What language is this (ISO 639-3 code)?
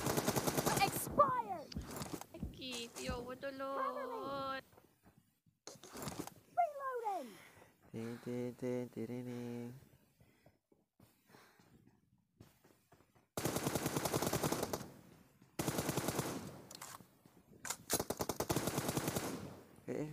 msa